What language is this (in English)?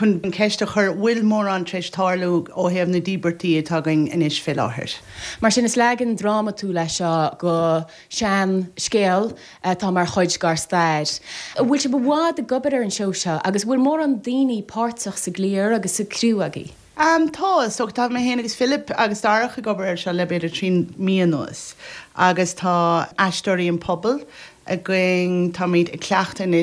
Irish